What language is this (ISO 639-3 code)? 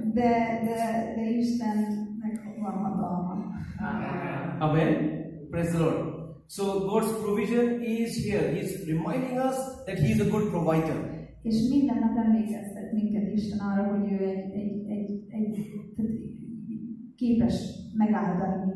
hun